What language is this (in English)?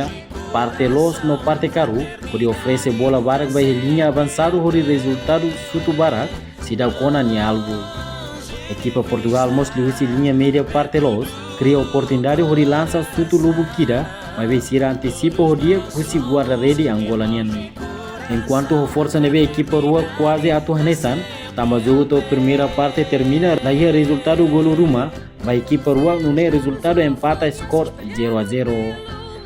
Tetum